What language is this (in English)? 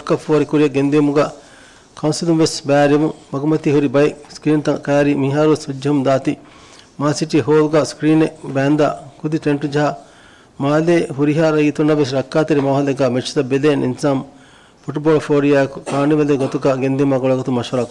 Divehi